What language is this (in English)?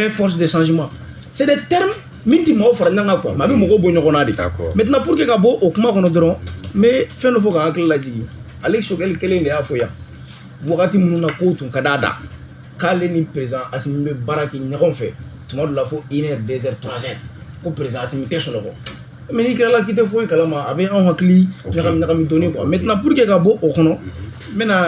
Bambara